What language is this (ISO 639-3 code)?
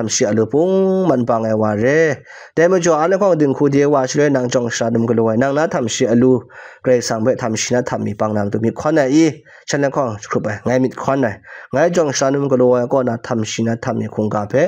kac